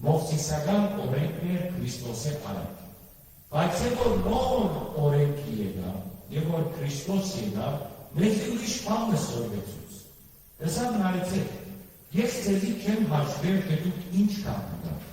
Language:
Western Armenian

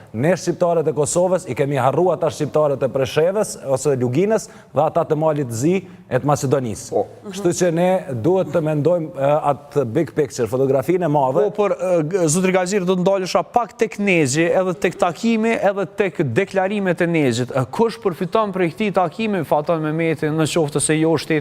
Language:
Albanian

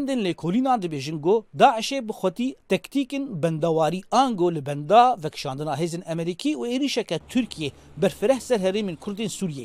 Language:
Kurdish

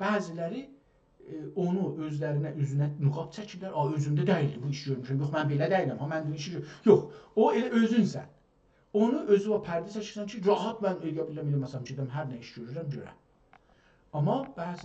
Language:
South Azerbaijani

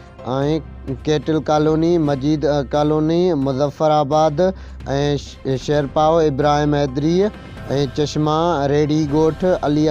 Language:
Sindhi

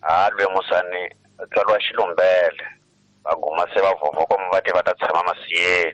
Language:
Tsonga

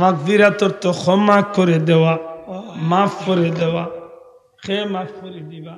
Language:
Sylheti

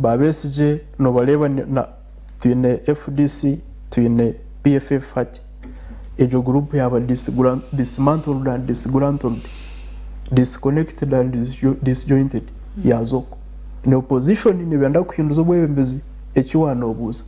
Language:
Nyankole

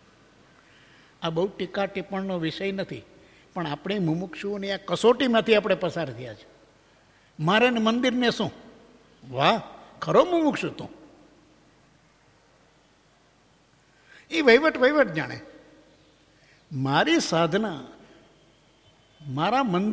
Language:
Gujarati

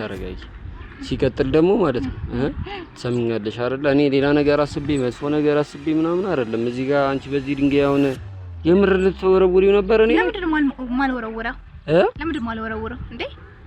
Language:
Amharic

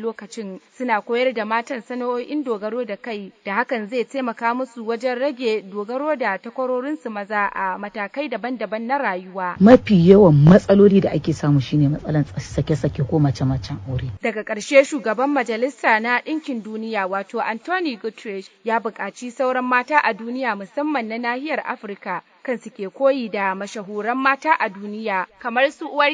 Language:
Hausa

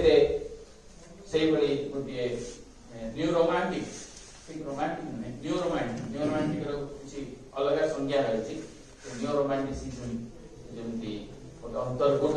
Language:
Odia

